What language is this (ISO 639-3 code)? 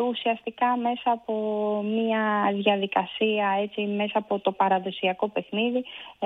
ell